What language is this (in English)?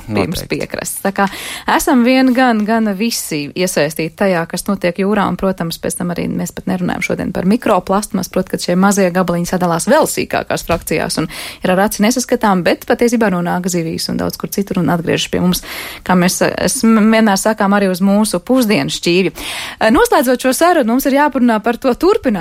Latvian